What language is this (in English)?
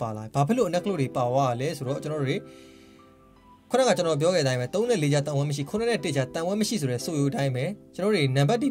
Burmese